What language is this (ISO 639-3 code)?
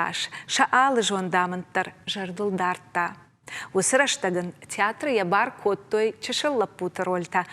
oss